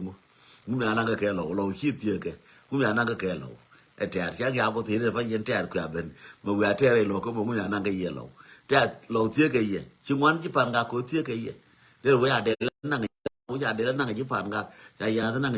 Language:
Nuer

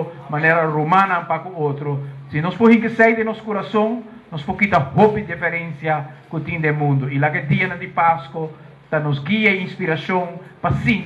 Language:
Papiamento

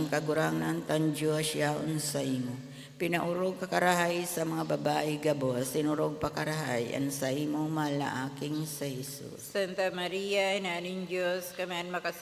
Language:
Bikol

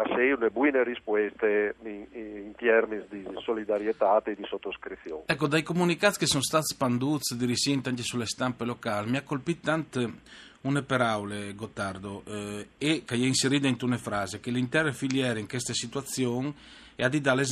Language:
Friulian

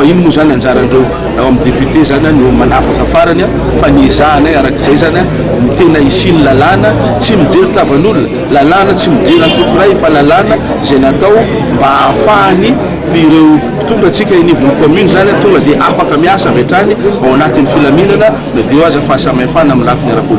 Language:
Malagasy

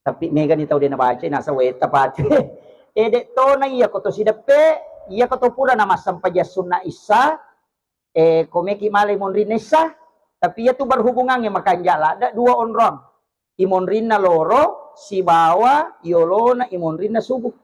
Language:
Buginese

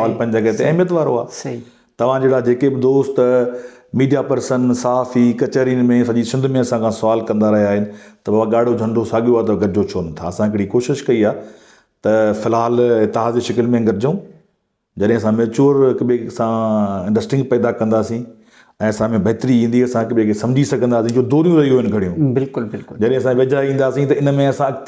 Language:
Sindhi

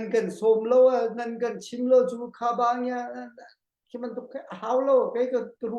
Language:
Hakha Chin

